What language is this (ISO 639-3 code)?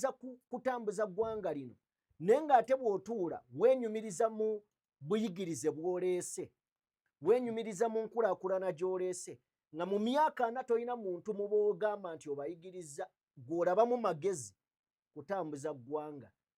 lug